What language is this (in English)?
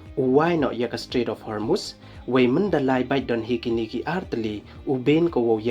Pnar